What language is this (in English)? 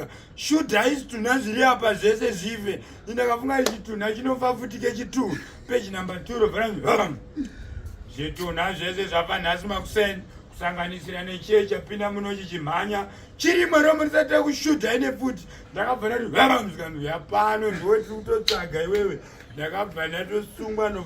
Shona